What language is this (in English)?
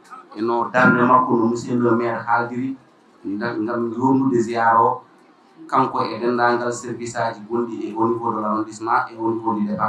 Fula